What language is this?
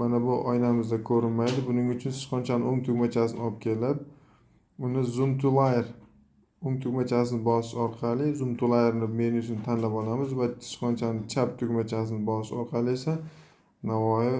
Uzbek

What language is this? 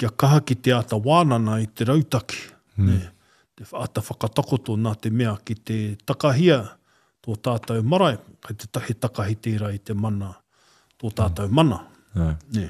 Māori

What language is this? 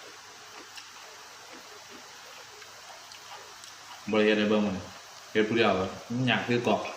Lao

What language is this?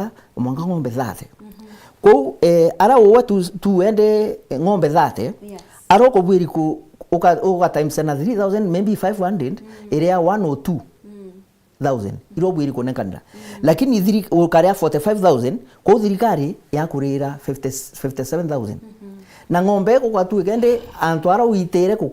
Meru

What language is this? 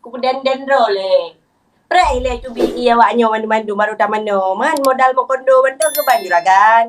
Achinese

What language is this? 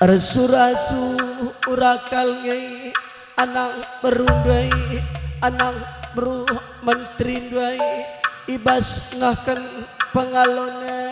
Batak Karo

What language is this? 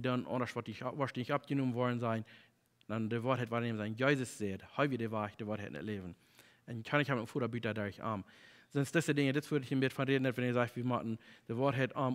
Plautdietsch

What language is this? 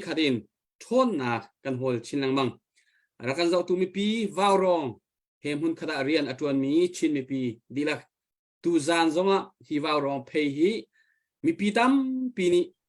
Hakha Chin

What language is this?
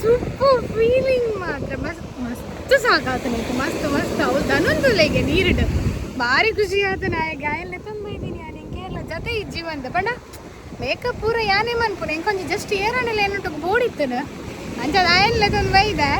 Tulu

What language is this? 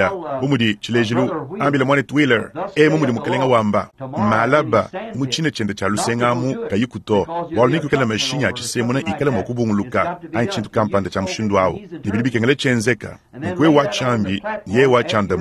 Luba-Lulua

